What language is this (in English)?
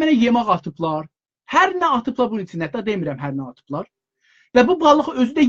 South Azerbaijani